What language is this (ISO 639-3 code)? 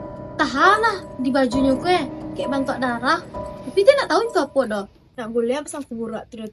min